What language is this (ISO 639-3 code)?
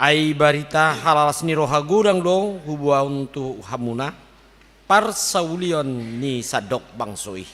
bbc